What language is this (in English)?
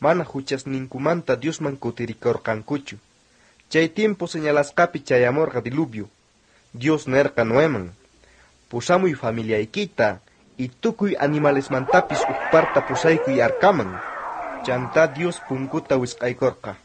South Bolivian Quechua